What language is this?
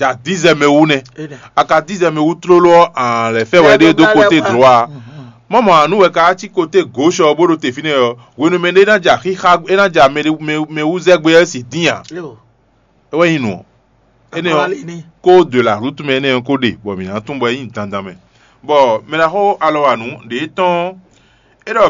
Fon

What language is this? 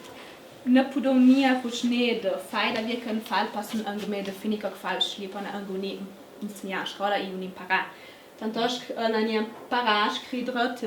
Ladin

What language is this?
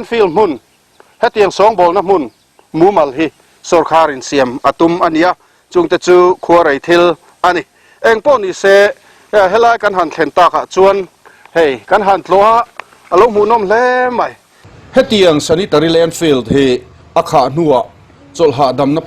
Mizo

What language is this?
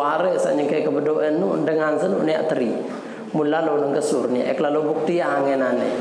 Sasak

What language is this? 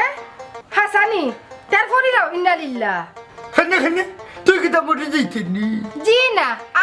Sylheti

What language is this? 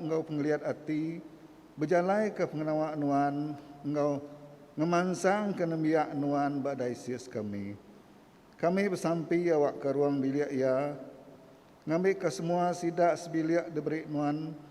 Iban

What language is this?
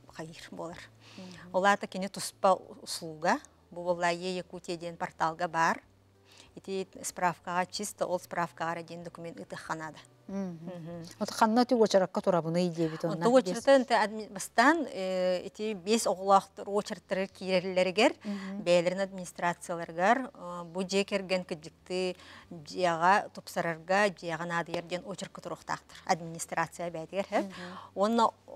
Yakut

